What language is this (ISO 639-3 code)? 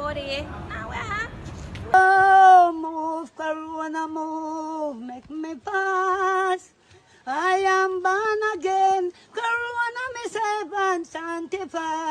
jam